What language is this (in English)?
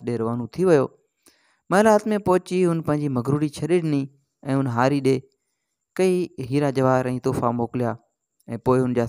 Sindhi